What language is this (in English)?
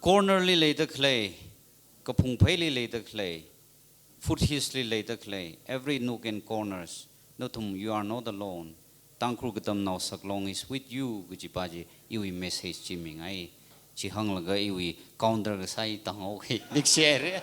Tangkhul Naga (India)